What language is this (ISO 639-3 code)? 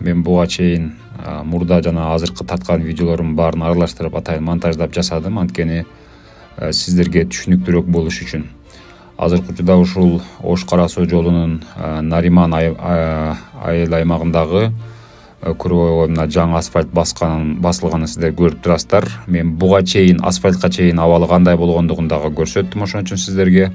kir